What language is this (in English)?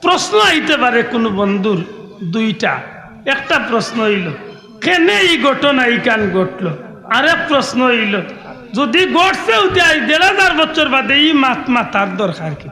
Sylheti